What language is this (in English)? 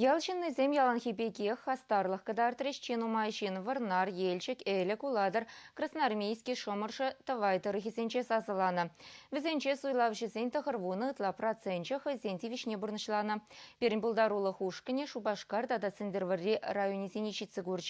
Chuvash